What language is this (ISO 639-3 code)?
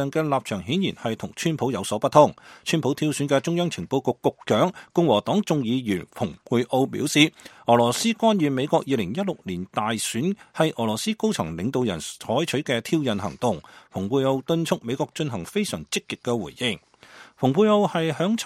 yue